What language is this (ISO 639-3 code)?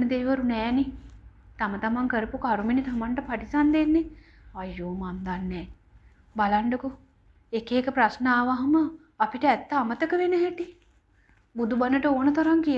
sin